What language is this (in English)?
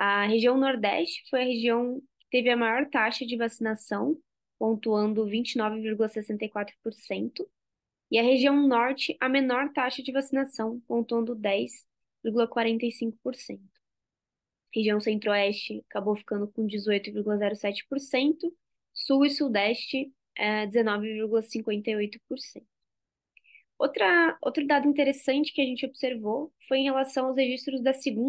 Portuguese